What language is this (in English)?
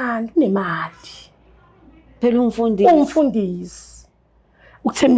Zulu